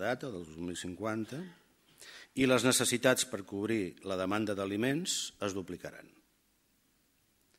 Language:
Catalan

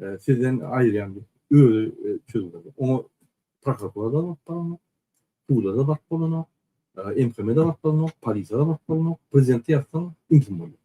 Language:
Turkmen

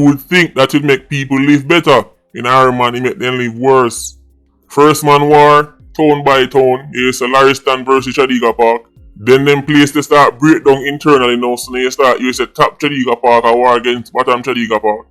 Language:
Jamaican Creole English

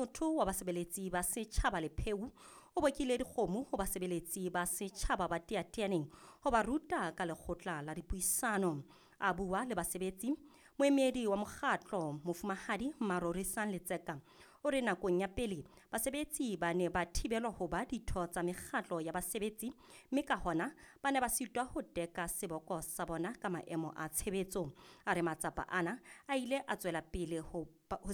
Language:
Southern Sotho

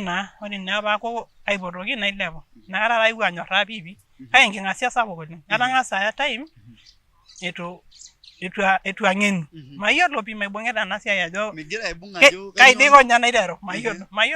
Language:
Masai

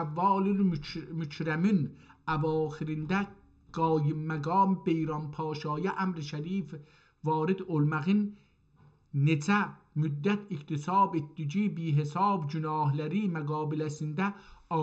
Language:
South Azerbaijani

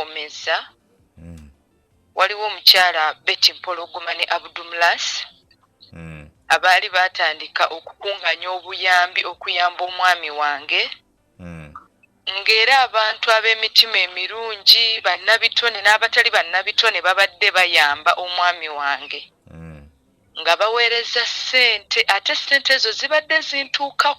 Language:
Ganda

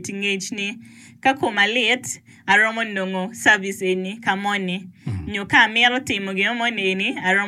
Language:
Acoli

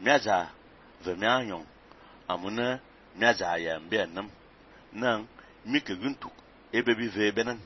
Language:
Fang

